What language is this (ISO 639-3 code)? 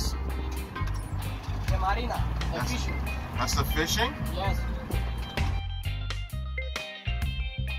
eng